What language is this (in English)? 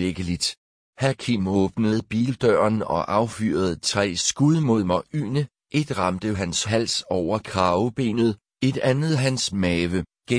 Danish